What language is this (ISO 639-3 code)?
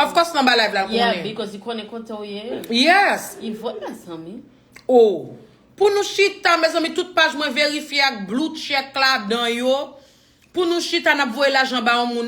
hat